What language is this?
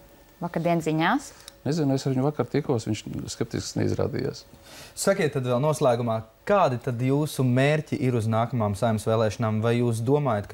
Latvian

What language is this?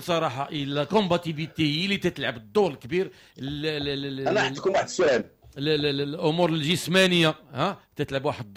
Moroccan Arabic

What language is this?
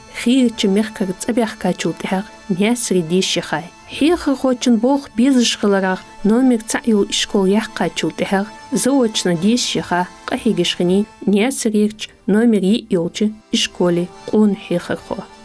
Ingush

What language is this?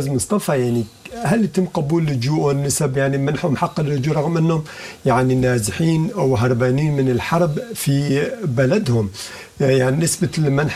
Sudanese Arabic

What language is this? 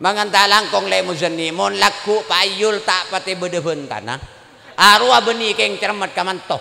Madurese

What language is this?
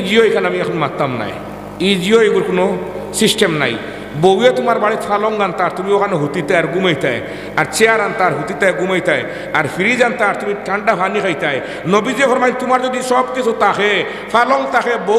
Sylheti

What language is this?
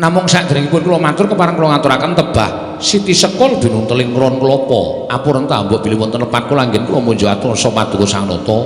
Javanese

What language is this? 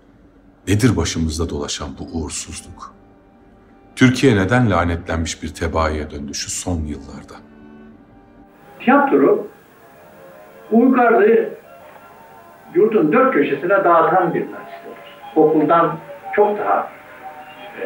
Turkish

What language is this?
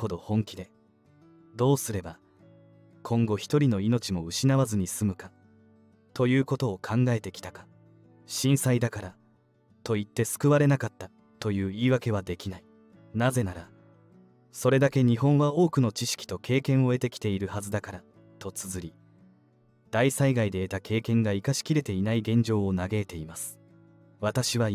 Japanese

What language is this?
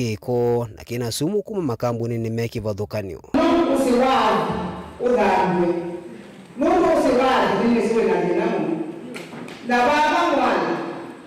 Kamba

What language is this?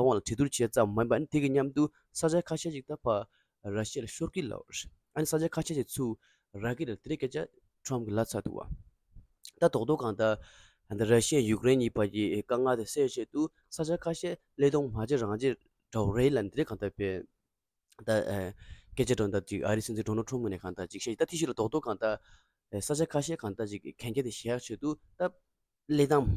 Tibetan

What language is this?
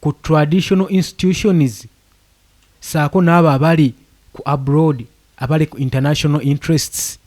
Ganda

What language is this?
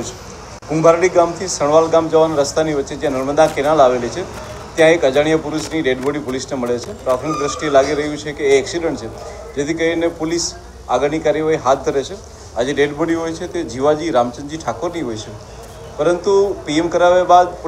Gujarati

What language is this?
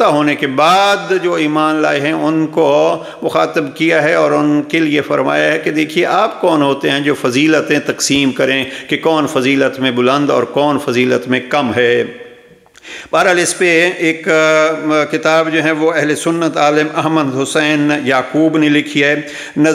Urdu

